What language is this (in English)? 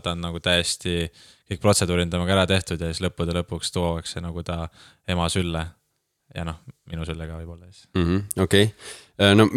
Estonian